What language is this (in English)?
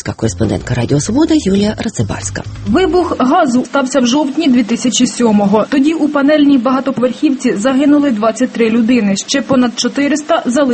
Ukrainian